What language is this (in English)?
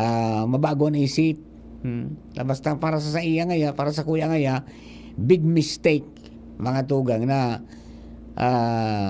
Bikol